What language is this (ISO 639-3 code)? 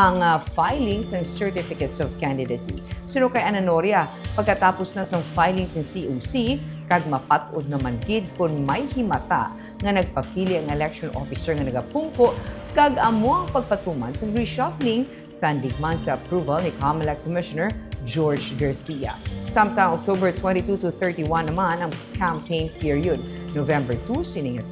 hil